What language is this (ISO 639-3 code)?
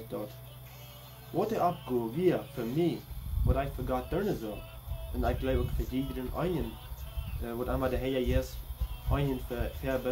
pdt